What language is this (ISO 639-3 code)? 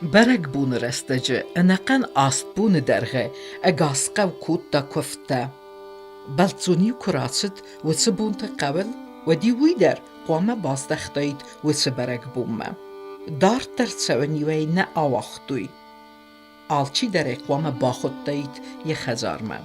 oss